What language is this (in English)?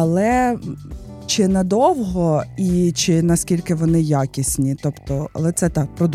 Ukrainian